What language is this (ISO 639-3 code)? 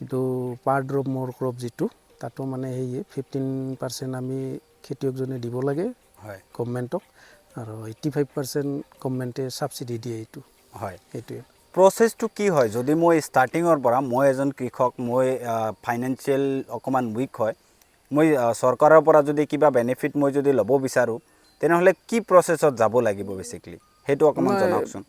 asm